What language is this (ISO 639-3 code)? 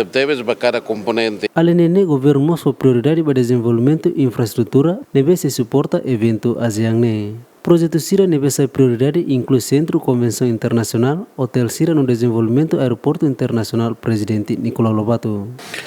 tet